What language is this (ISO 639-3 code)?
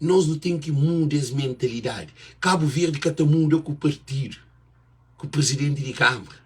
kea